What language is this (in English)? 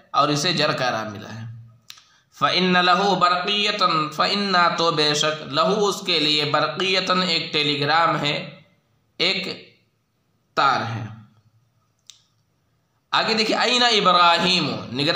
Urdu